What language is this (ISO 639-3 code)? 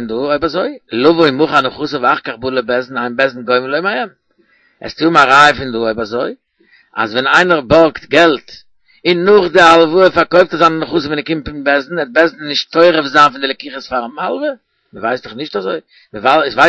yid